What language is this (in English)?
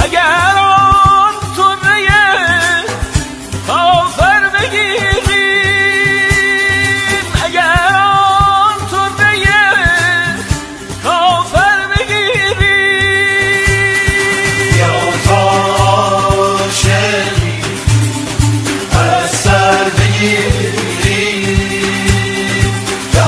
Persian